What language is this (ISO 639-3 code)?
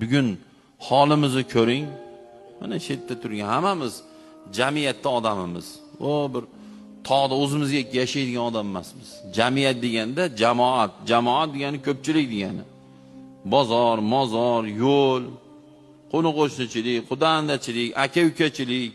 uzb